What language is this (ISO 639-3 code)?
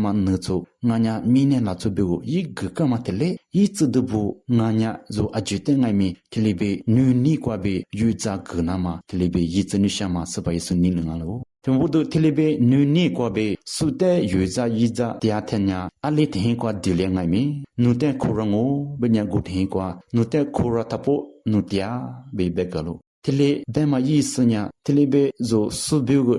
lis